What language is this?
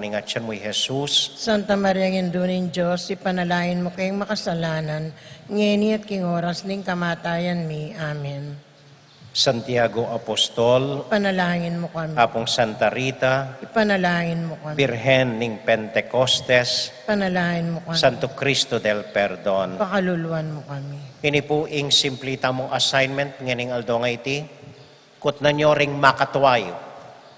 Pampanga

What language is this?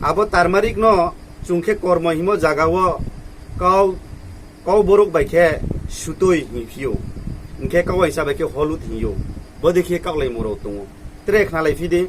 Riang (India)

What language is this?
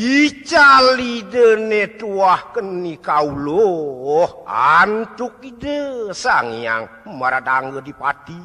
Balinese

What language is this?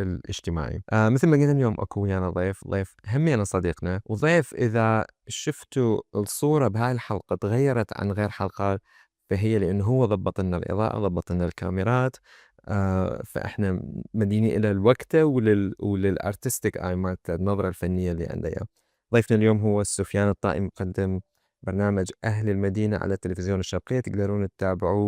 Mesopotamian Arabic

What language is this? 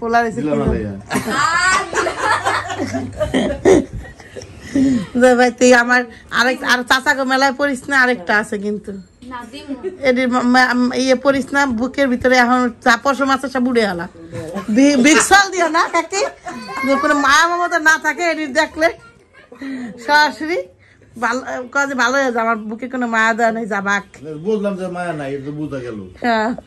Bangla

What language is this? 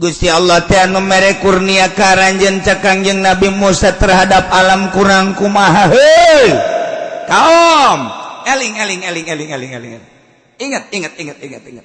Sundanese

